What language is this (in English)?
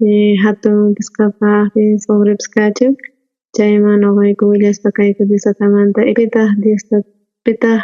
South Bolivian Quechua